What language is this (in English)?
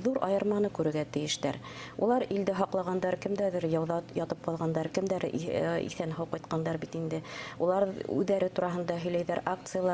Bashkir